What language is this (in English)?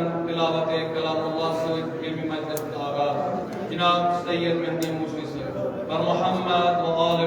Kashmiri